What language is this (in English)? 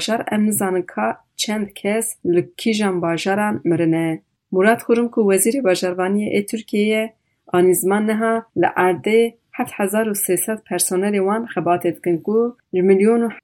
Kurdish